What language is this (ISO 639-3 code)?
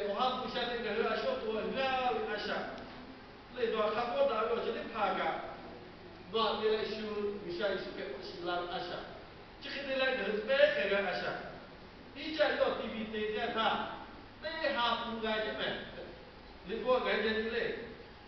lhu